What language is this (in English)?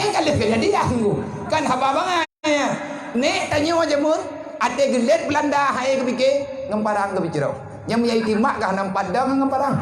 Achinese